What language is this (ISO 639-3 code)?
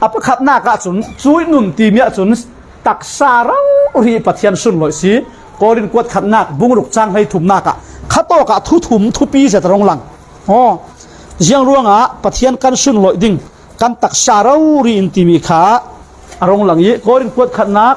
cfm